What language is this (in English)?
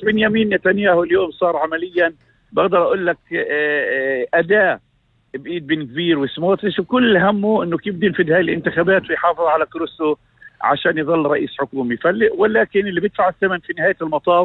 North Levantine Arabic